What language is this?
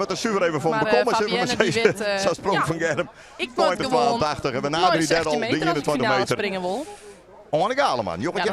Western Frisian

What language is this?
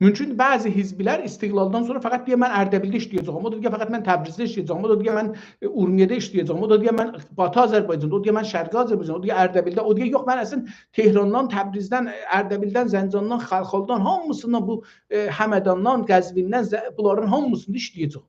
South Azerbaijani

